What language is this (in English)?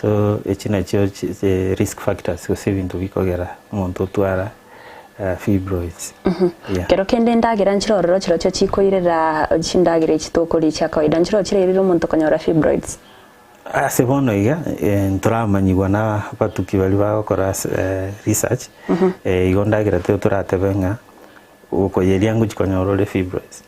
Gusii